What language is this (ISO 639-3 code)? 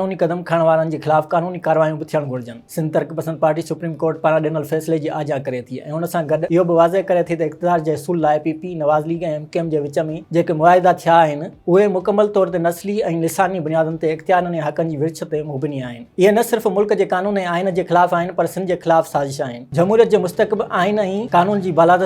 snd